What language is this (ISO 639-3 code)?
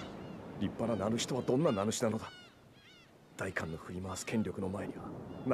jpn